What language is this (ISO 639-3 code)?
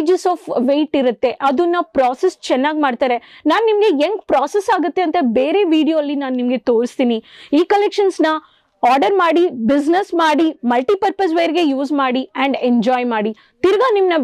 kan